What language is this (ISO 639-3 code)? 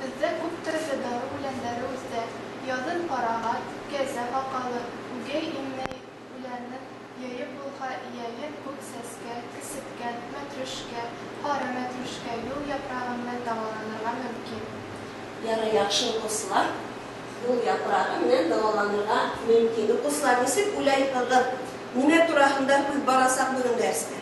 bak